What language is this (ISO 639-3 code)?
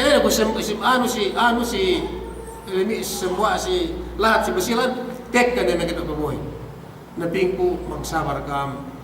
yka